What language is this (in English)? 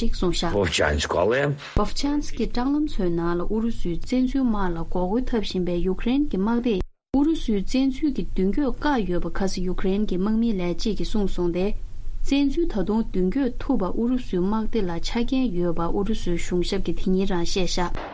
Tibetan